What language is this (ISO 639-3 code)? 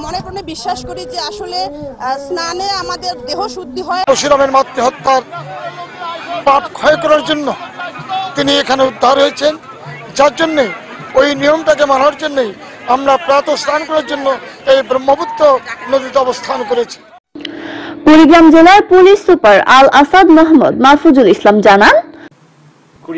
ben